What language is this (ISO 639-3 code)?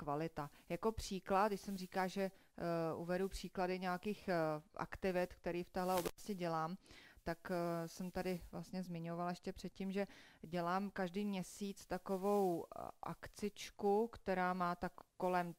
ces